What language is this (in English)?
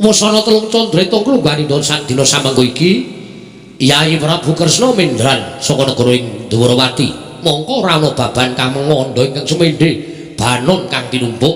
Javanese